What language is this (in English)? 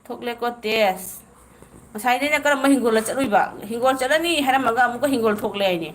Manipuri